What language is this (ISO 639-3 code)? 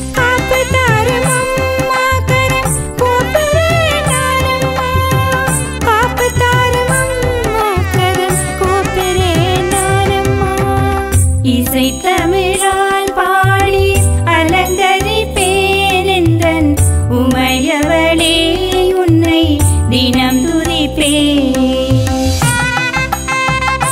tam